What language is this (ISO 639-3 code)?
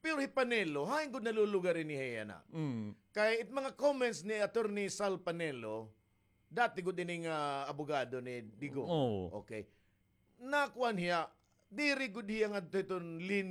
war